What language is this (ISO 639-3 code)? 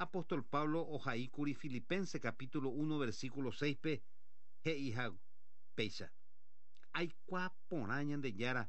grn